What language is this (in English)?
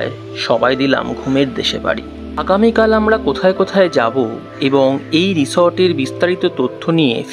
Bangla